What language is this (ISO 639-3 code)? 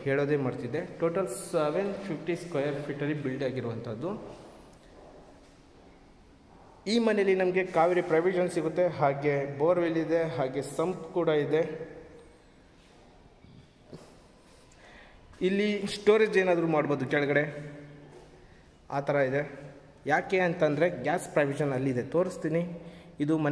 kan